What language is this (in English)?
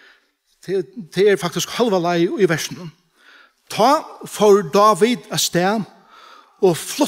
Faroese